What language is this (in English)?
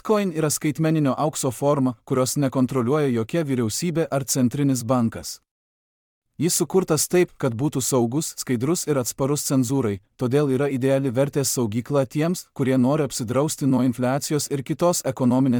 Lithuanian